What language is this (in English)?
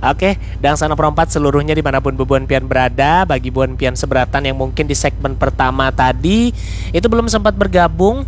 Banjar